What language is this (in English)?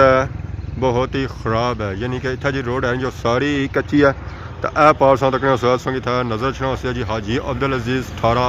Pahari-Potwari